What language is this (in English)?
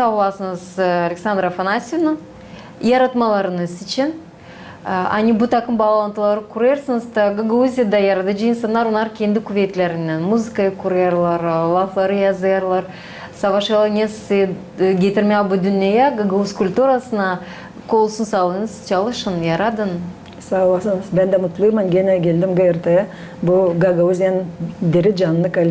Gagauz